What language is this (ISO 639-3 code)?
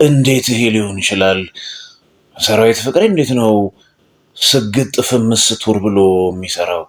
amh